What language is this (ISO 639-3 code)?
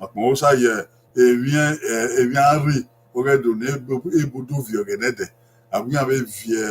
bin